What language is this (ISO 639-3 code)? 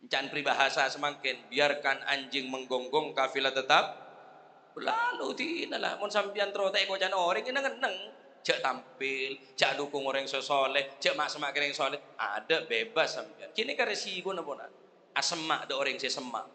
mad